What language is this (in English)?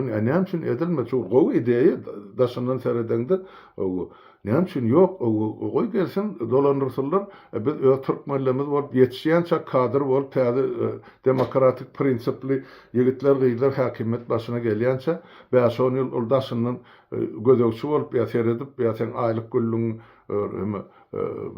Turkmen